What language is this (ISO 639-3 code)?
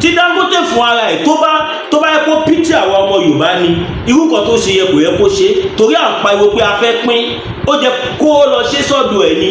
yor